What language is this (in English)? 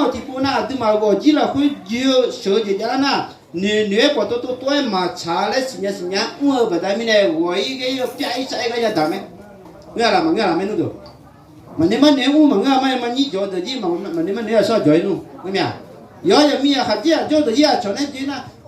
Akha